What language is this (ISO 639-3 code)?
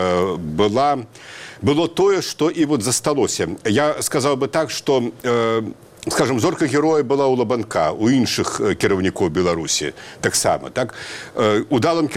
bel